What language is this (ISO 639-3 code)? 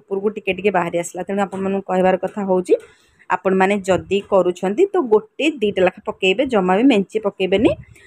ori